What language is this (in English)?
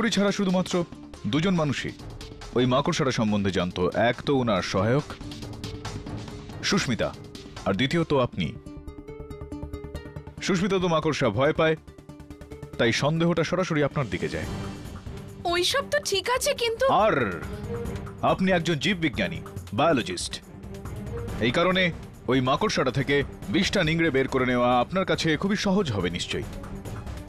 Bangla